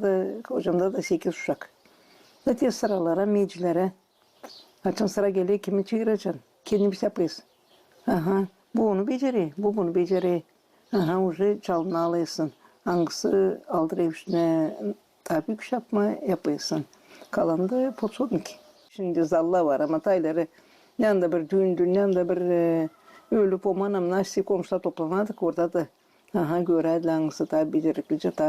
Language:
Gagauz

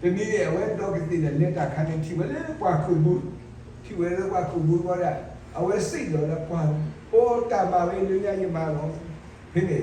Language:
S'gaw Karen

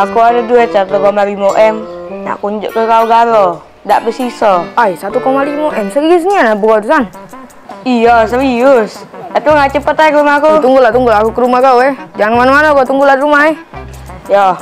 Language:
Musi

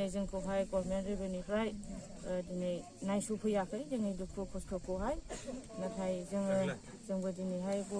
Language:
Bodo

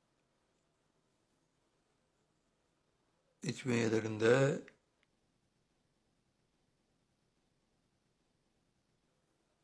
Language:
Turkish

